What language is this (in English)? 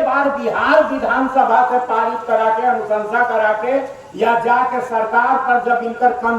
Magahi